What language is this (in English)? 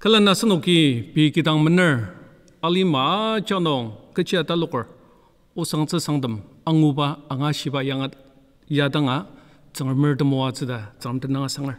Ao Naga